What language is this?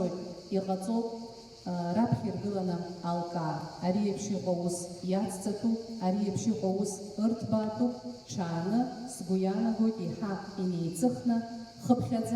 Abkhazian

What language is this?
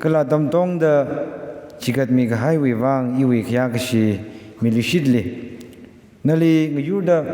Tangkhul Naga (India)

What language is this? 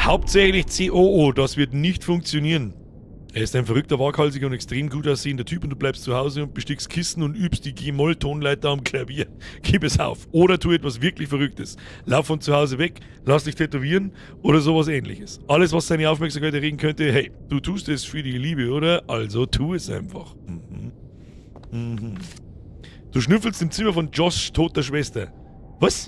Bavarian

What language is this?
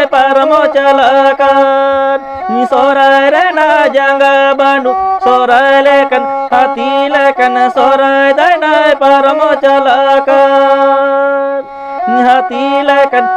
Santali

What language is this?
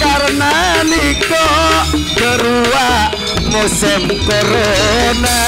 Madurese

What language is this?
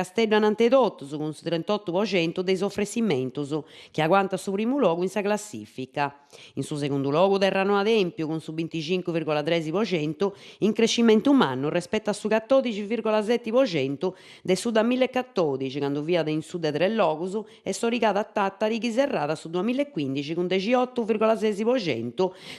Sardinian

